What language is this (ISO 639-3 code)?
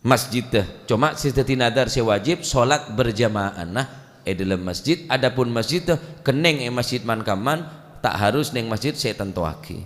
mad